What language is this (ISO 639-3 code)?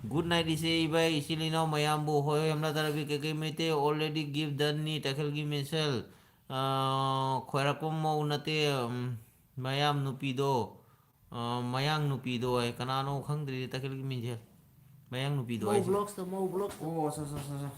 mni